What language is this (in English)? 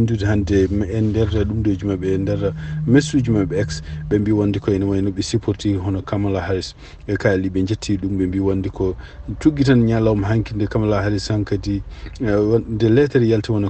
Fula